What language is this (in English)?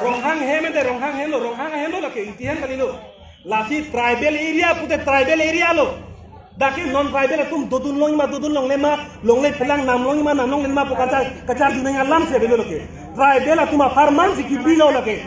Karbi